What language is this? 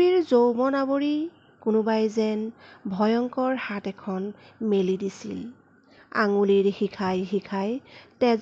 Assamese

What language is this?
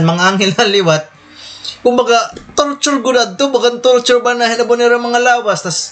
Waray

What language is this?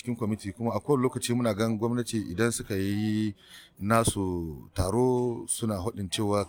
Hausa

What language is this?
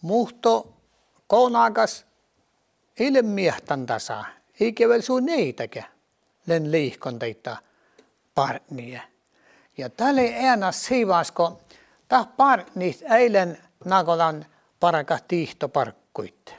Northern Sami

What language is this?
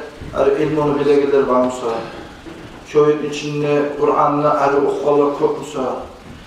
Kumyk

